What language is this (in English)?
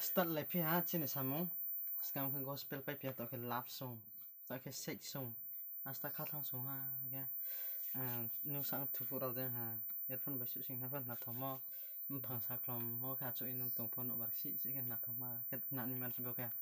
Riang (India)